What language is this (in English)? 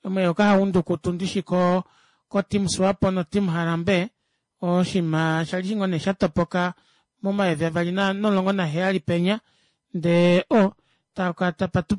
Kuanyama